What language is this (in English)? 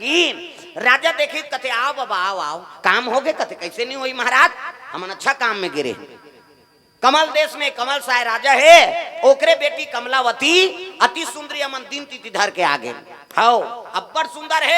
Chhattisgarhi